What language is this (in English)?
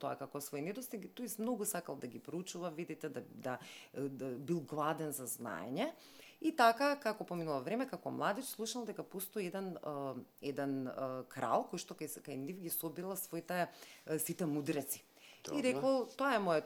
Macedonian